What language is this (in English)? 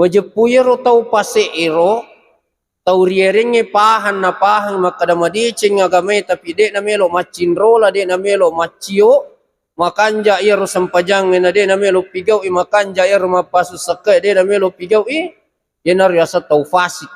Buginese